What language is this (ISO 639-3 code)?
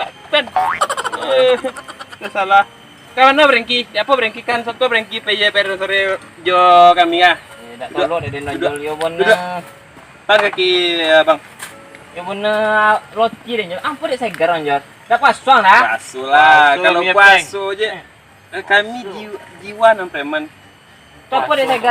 min